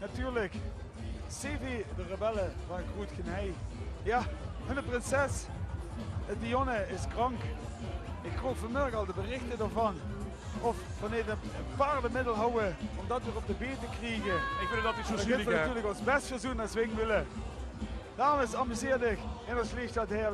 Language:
Limburgish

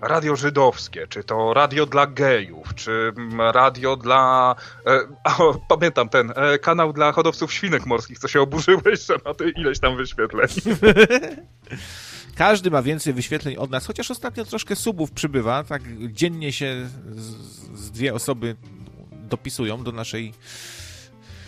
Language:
Polish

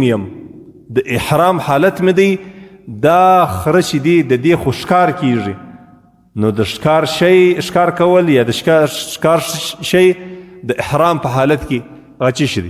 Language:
Pashto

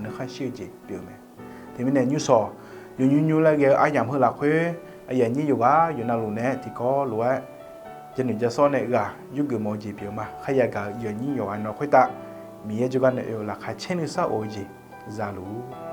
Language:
Akha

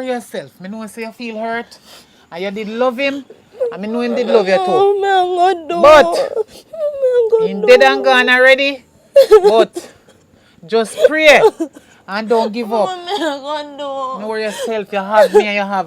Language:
Jamaican Creole English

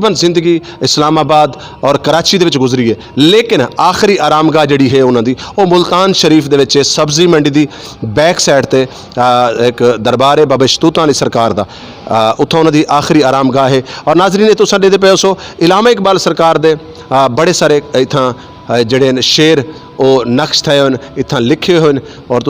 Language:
Saraiki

